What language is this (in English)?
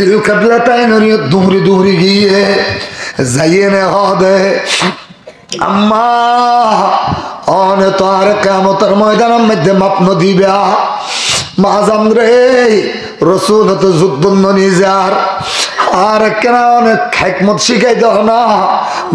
Rohingya